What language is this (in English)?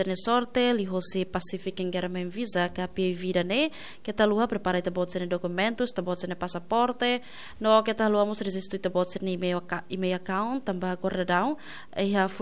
Tetum